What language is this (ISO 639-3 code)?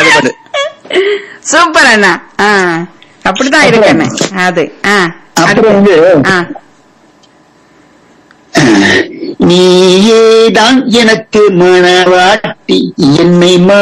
tam